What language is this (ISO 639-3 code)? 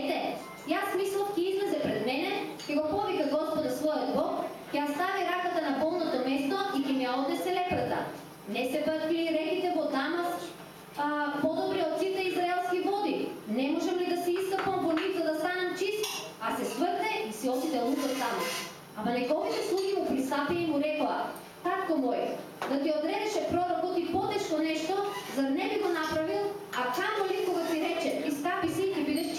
mkd